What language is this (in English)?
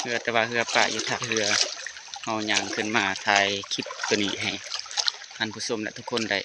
Lao